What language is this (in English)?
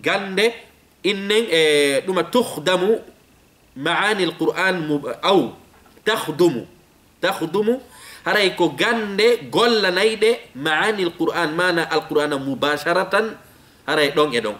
Fula